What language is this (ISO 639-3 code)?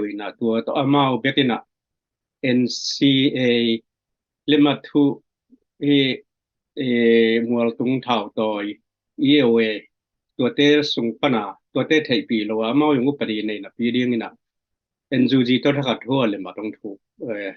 ctd